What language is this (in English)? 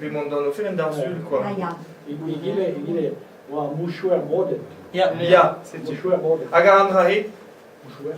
Breton